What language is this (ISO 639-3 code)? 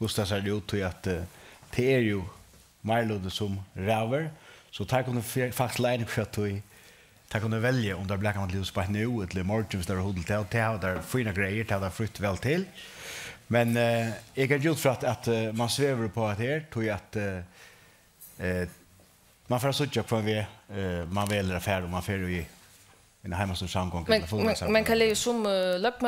fao